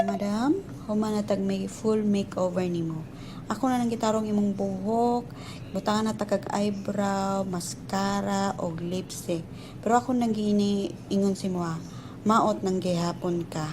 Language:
Cebuano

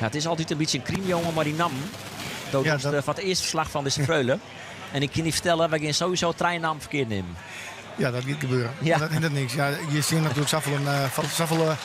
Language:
Western Frisian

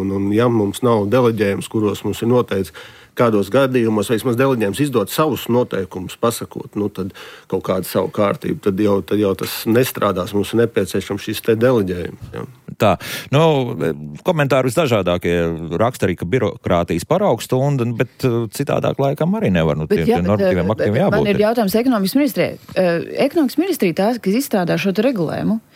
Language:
Latvian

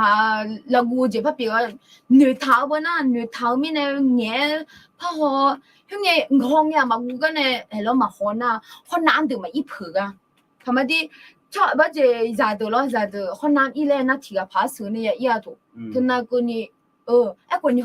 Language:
Akha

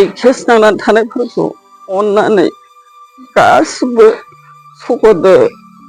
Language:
Bodo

